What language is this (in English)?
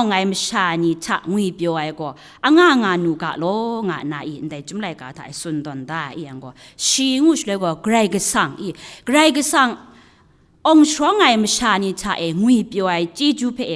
Kachin